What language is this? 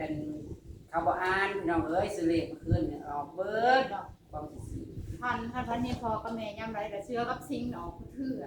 Northeastern Thai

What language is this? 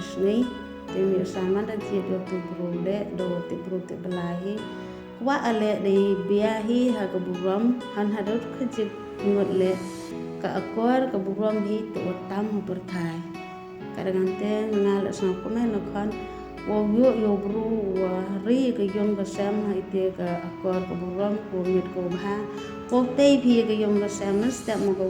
Khasi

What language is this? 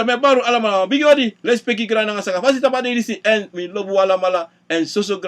Sranan Tongo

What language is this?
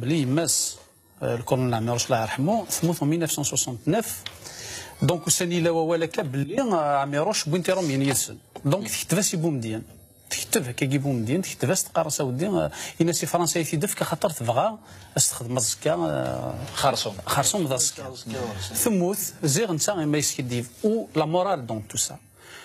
Kabyle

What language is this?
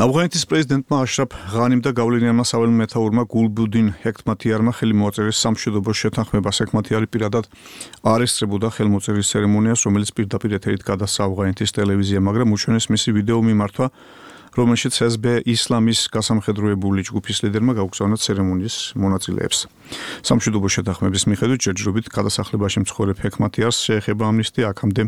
Georgian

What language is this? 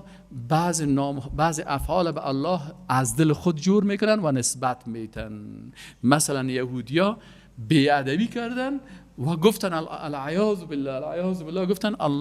Persian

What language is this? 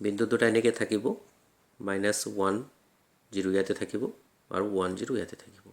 Assamese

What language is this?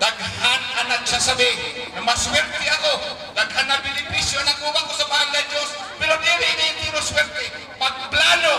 Bikol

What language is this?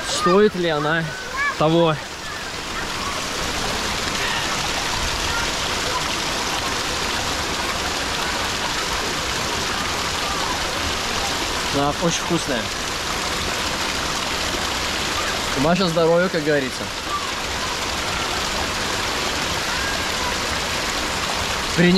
Russian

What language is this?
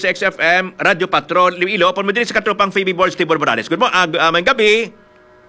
Hiligaynon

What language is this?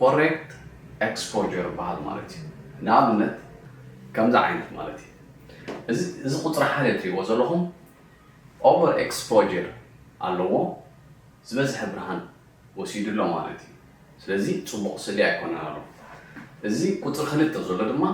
Tigrinya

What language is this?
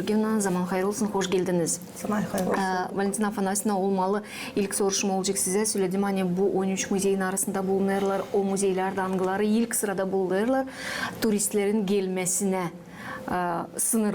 Gagauz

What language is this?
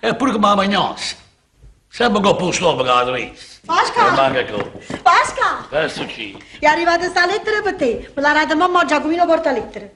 Neapolitan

